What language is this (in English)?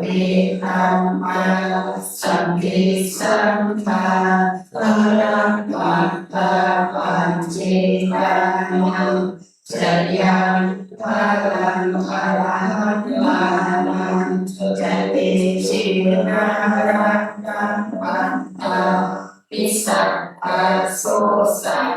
Pali